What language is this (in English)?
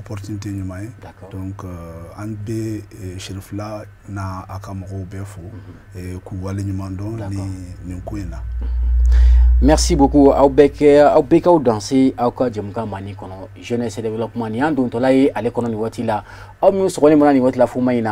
Bambara